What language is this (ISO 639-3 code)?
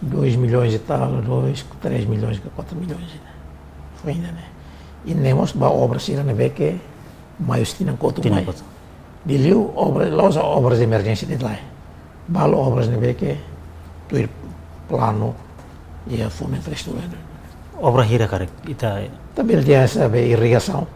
tet